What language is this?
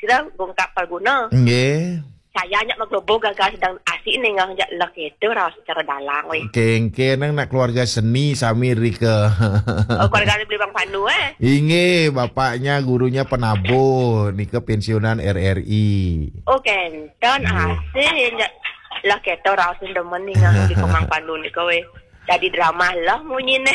Balinese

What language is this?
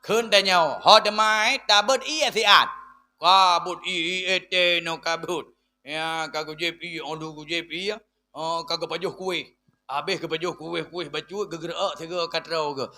Achinese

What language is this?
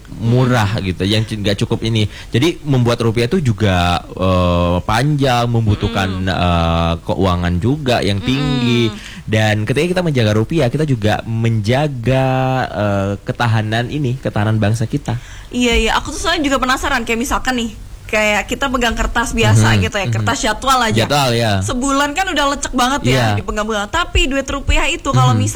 Indonesian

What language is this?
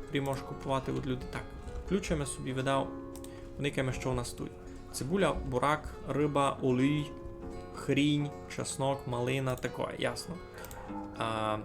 Rusyn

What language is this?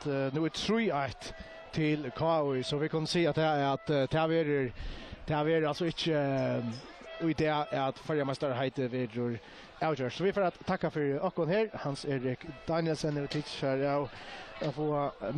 Faroese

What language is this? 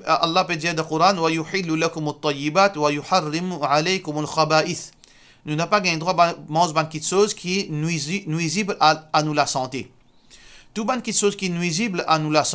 Morisyen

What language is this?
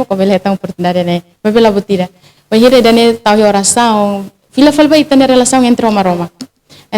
Tetum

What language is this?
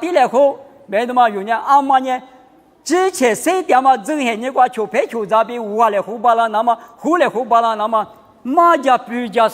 Lisu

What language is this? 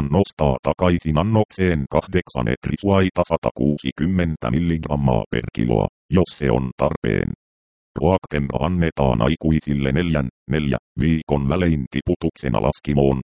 Finnish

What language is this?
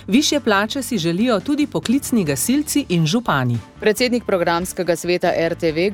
Slovenian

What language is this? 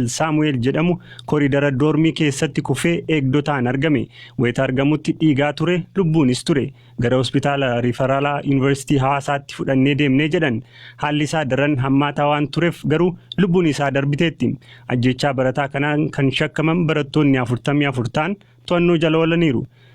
Oromo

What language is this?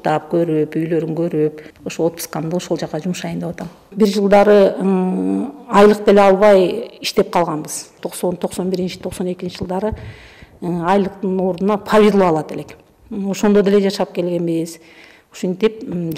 Kyrgyz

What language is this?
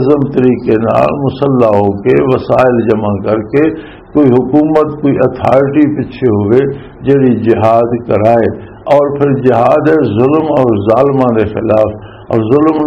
Western Panjabi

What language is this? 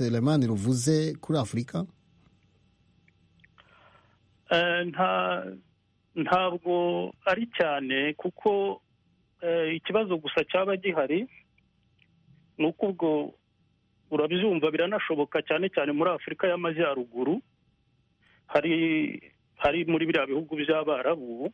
Kinyarwanda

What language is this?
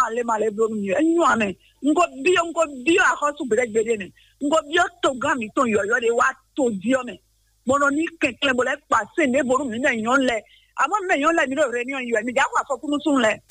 Fon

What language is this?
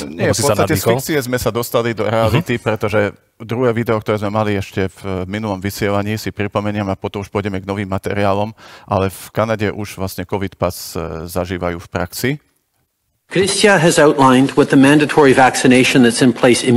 Slovak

